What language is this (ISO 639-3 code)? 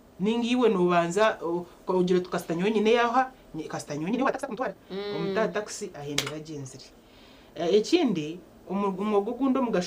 nyn